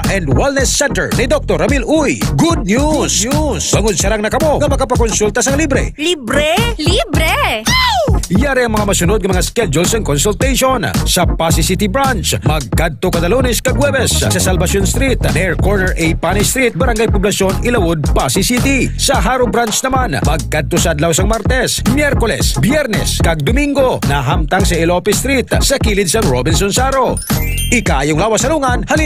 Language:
Hiligaynon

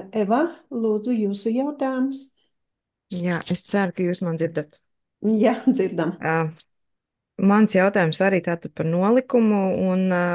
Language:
Latvian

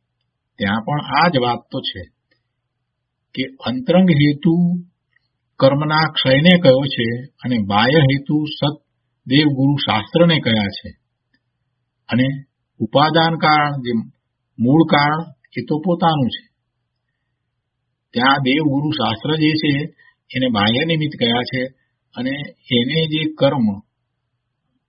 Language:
Gujarati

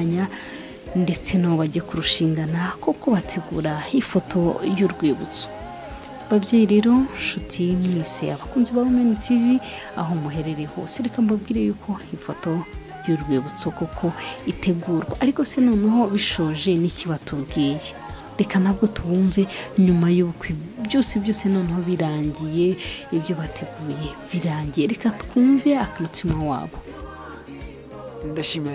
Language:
Kinyarwanda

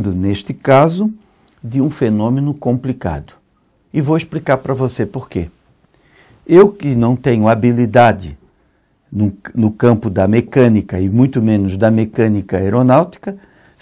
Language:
Portuguese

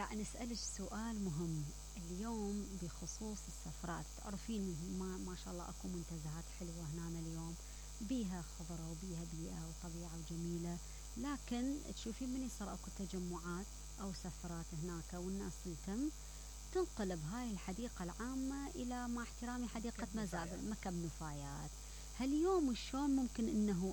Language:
Mesopotamian Arabic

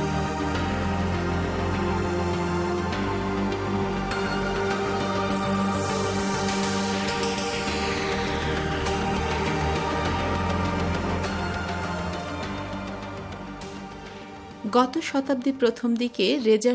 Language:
Bangla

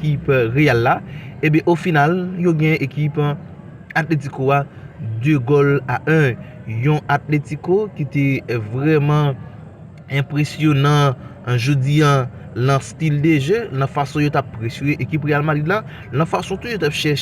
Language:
Haitian Creole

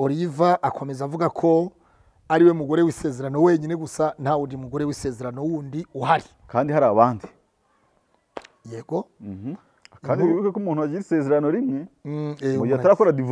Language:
Kinyarwanda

